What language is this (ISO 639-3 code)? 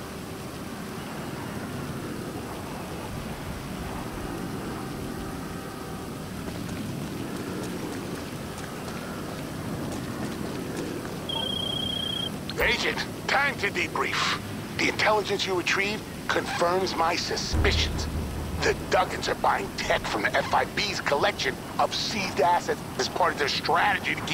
eng